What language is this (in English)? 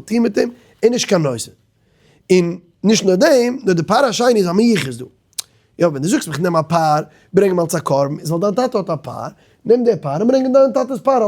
Yiddish